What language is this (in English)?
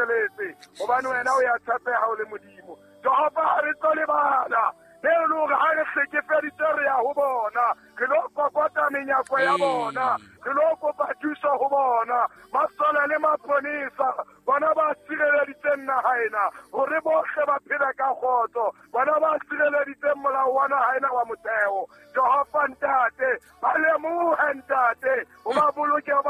Southern Sotho